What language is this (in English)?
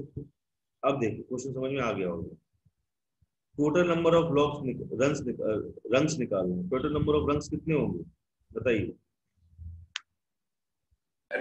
Hindi